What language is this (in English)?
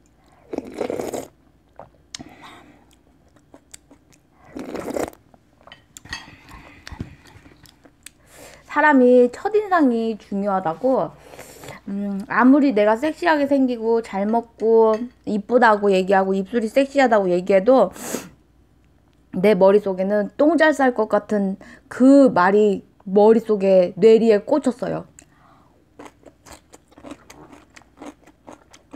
Korean